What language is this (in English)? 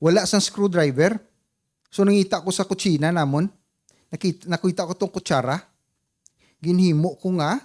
Hiligaynon